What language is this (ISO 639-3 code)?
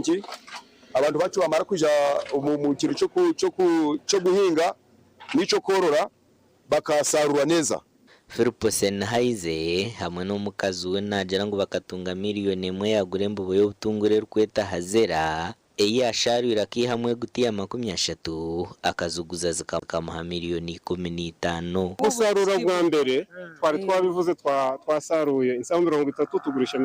nyn